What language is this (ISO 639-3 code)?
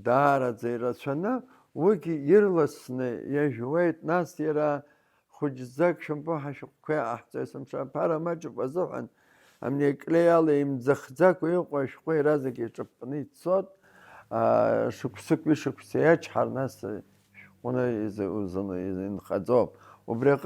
abk